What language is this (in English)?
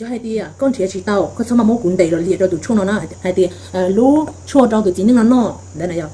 Hmong